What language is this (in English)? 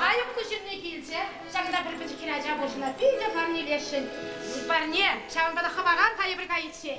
Chuvash